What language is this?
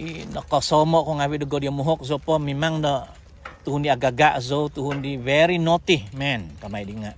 Central Dusun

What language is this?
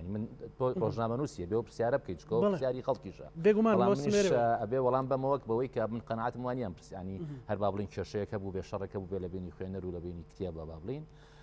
Central Kurdish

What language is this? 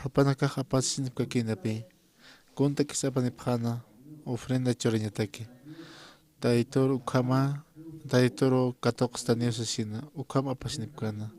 Aymara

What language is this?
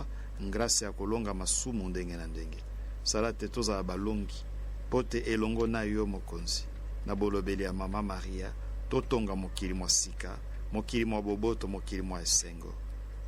Lingala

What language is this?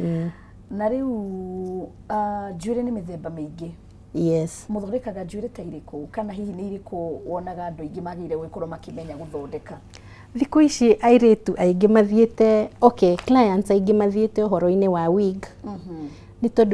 Kikuyu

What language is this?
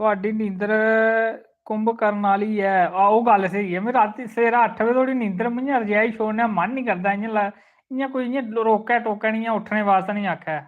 Dogri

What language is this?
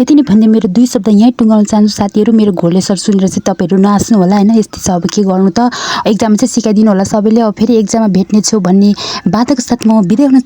Nepali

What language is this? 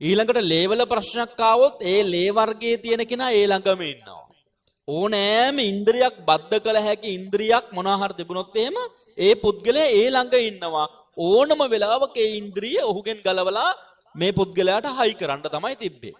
Sinhala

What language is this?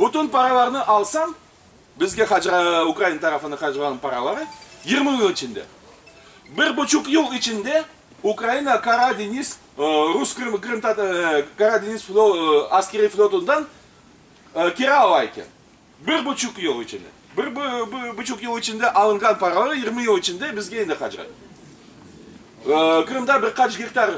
Crimean Tatar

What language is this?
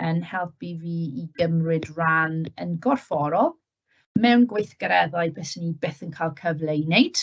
Welsh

